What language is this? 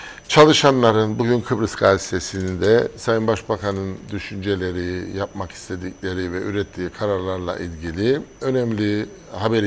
Turkish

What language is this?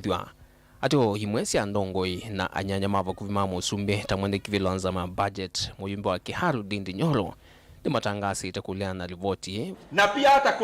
Kamba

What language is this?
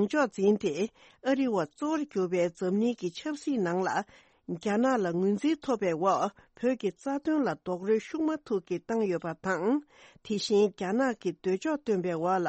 Tibetan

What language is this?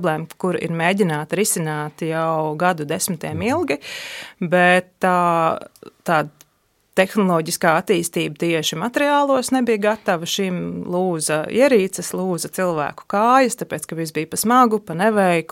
Latvian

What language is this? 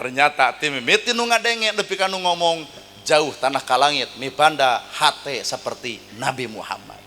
Sundanese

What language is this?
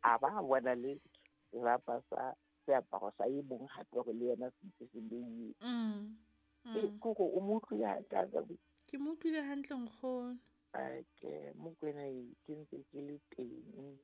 Southern Sotho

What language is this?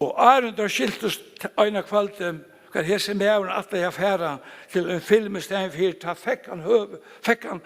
Faroese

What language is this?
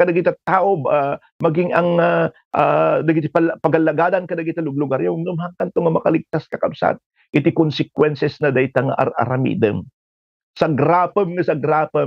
Iloko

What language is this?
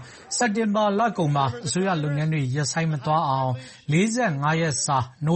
Burmese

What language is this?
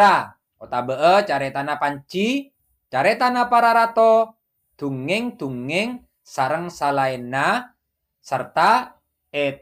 Madurese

